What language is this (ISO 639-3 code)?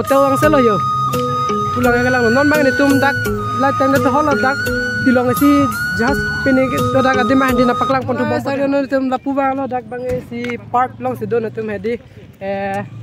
mjw